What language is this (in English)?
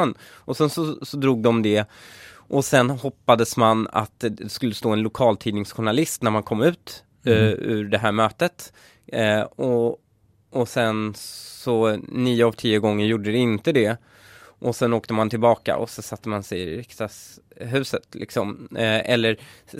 Swedish